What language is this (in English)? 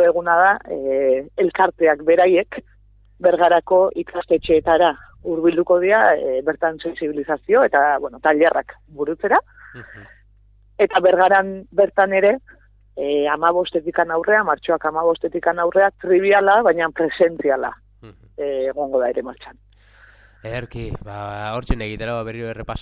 Basque